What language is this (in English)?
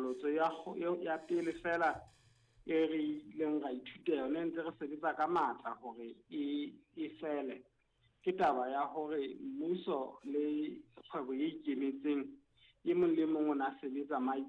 Southern Sotho